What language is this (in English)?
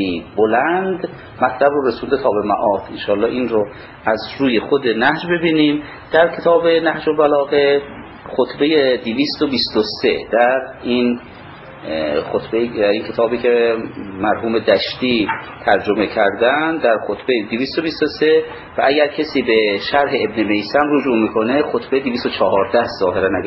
Persian